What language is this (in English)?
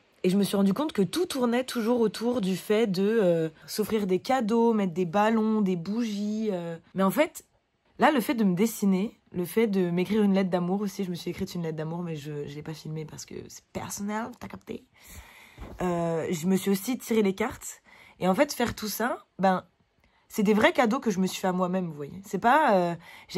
French